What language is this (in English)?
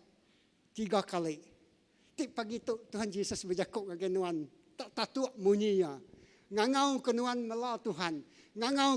Iban